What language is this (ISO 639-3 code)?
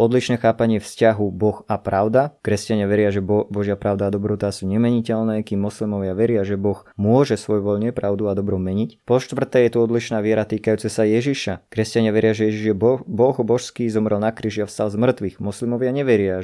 slk